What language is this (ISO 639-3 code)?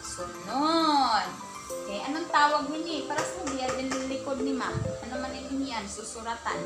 war